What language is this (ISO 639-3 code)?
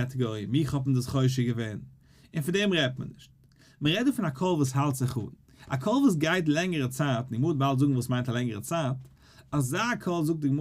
yid